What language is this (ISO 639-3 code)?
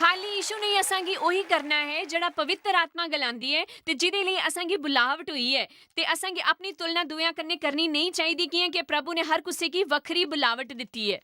doi